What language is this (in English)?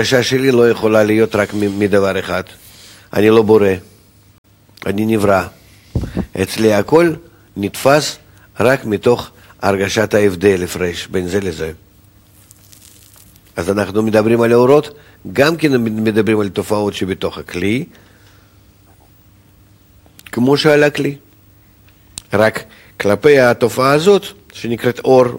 Hebrew